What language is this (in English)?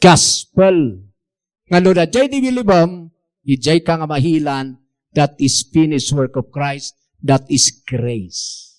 Iloko